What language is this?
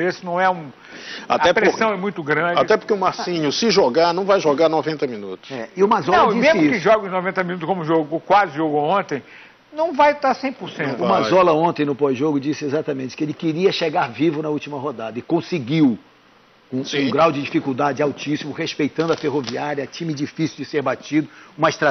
Portuguese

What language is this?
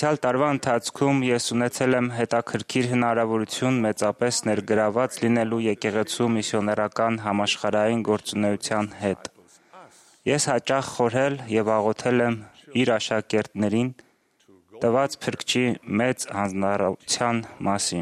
Armenian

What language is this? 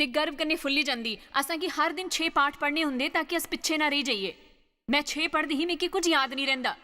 Dogri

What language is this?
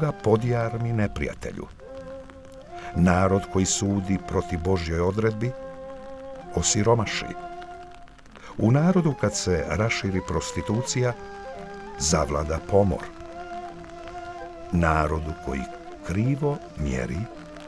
Bosnian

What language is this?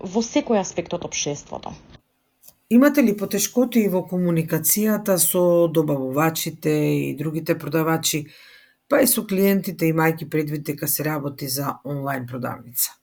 Macedonian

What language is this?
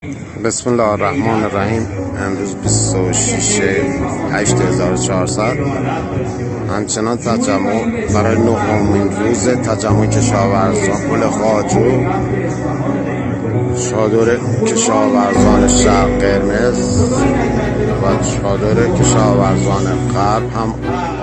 Persian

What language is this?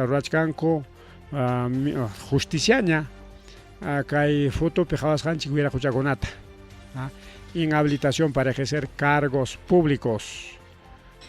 Ayacucho Quechua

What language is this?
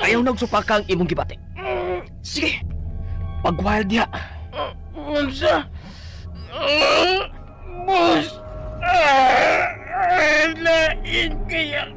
Cebuano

